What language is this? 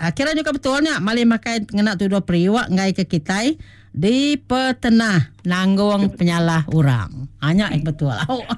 Iban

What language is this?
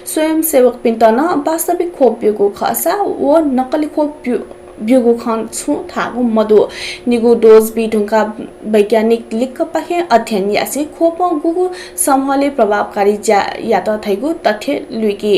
Newari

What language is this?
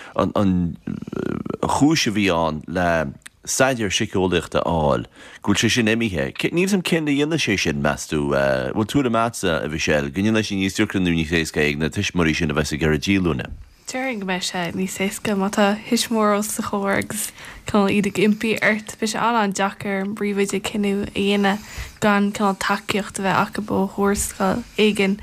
Irish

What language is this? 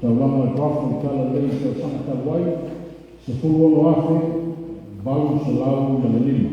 Samoan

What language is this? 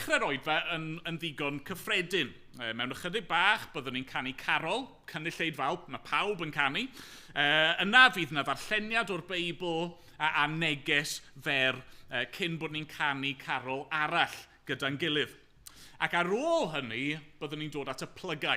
Welsh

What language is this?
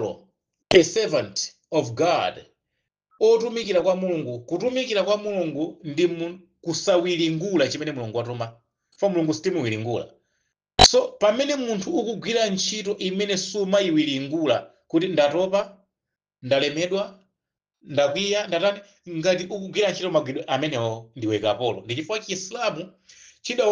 Nyanja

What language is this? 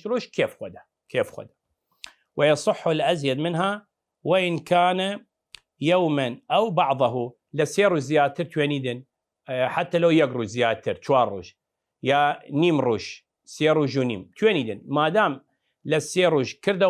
Southern Kurdish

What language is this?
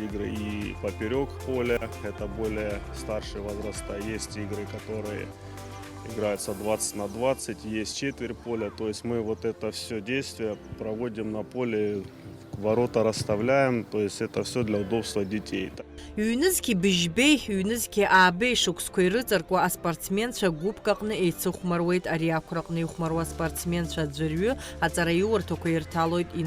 Abkhazian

